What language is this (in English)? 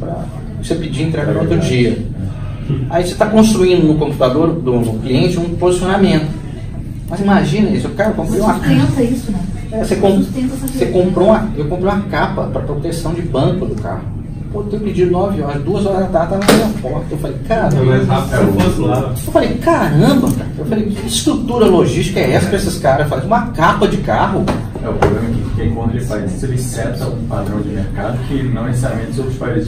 Portuguese